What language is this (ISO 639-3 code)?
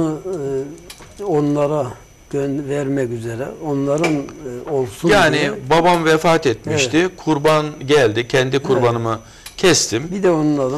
tur